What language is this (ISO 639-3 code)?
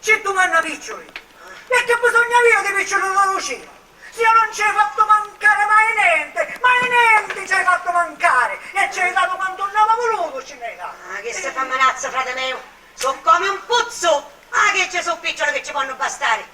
scn